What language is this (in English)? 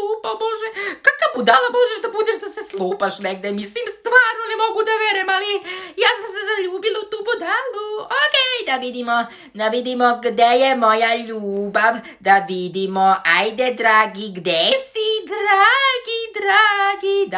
Serbian